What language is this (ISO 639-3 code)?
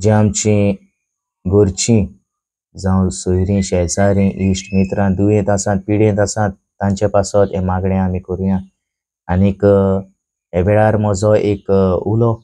kok